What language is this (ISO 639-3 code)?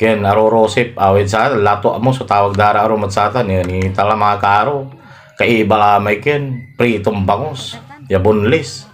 pag